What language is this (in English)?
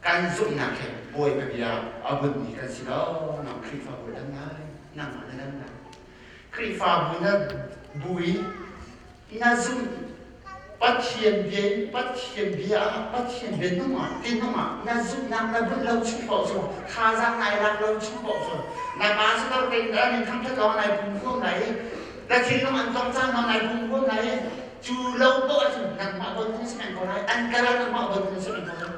Hakha Chin